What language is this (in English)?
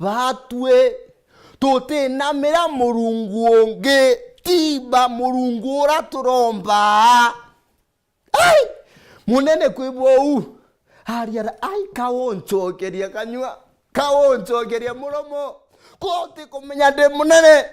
Meru